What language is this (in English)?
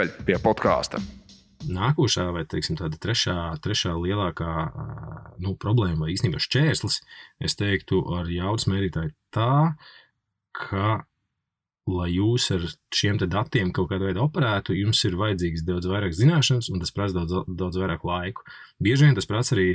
Latvian